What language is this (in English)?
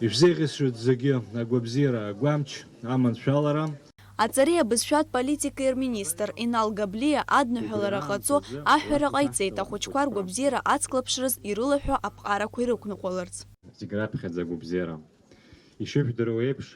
Abkhazian